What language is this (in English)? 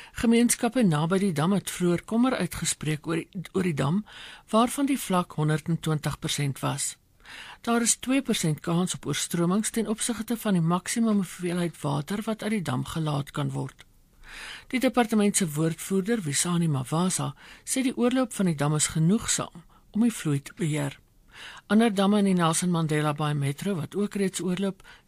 Afrikaans